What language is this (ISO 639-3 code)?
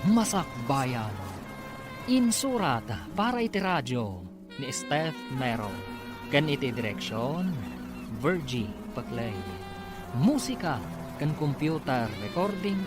ilo